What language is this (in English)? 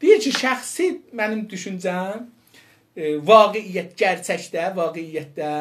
South Azerbaijani